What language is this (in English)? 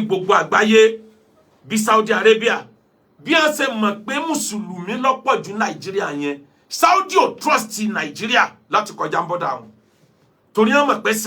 Yoruba